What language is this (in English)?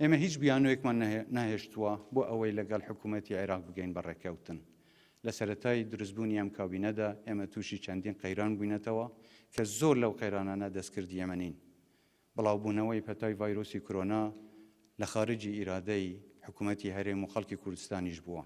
Central Kurdish